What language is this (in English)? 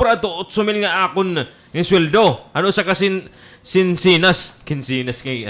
Waray